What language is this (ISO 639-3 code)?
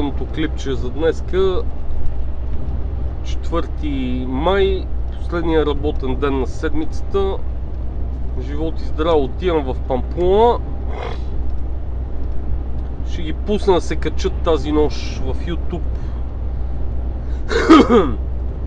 bul